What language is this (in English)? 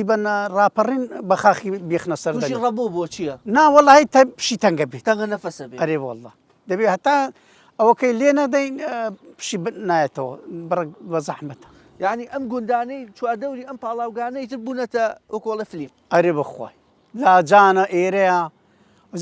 Central Kurdish